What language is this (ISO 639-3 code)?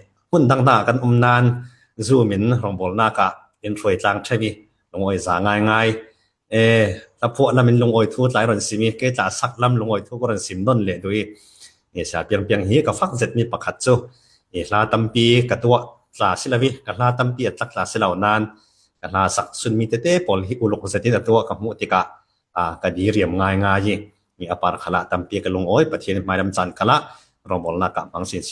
cfm